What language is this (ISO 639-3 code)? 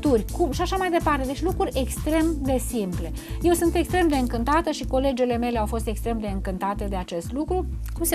ron